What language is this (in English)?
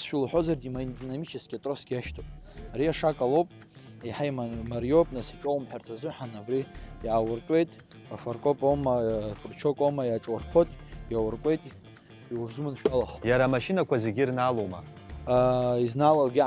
Abkhazian